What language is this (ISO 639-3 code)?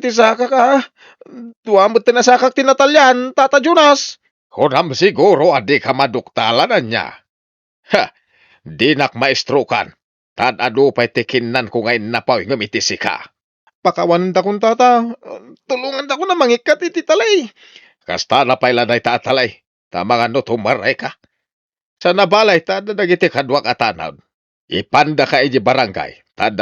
ilo